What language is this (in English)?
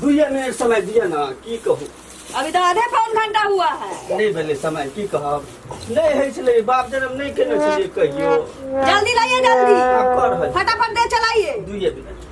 Maithili